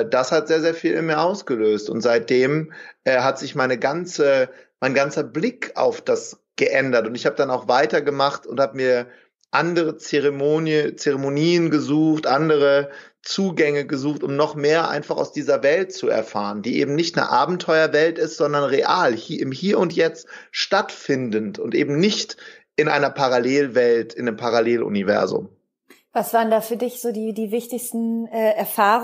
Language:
German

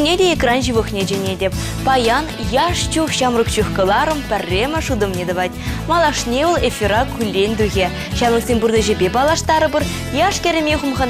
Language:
Chuvash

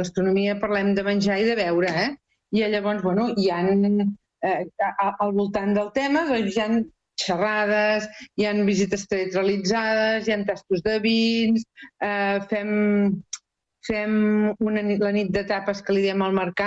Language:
Catalan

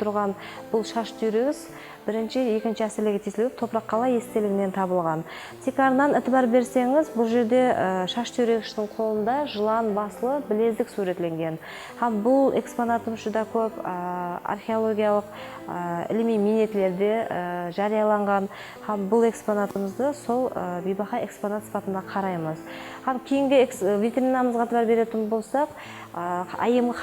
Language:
Kara-Kalpak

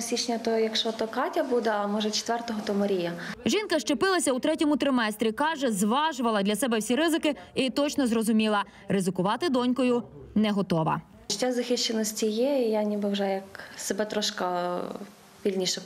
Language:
Ukrainian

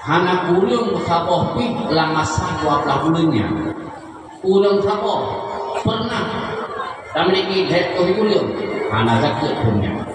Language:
Achinese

